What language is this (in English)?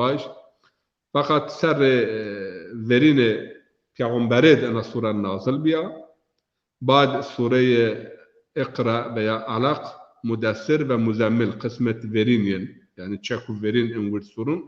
Zaza